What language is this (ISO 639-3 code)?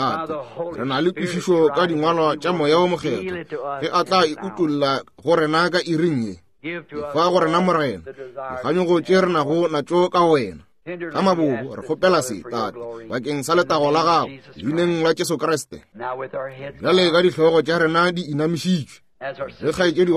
nso